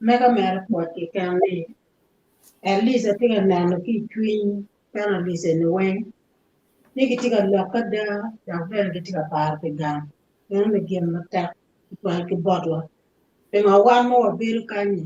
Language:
Acoli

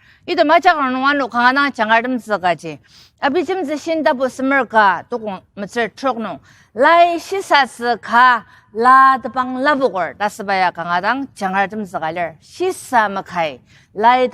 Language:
Ao Naga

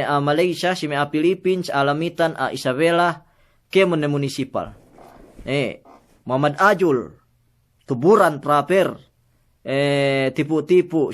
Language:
Yakan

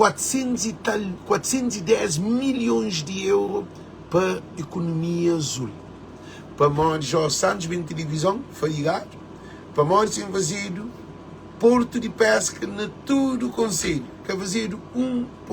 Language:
Kabuverdianu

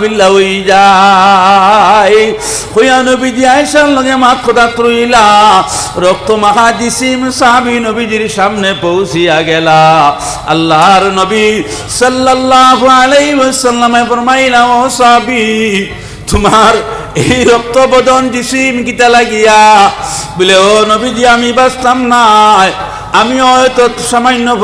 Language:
Sylheti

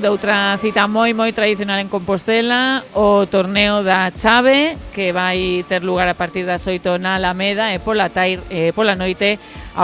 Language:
Galician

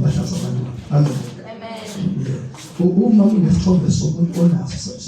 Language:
Zulu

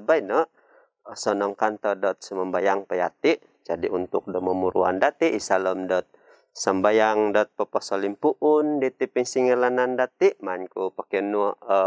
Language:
Central Dusun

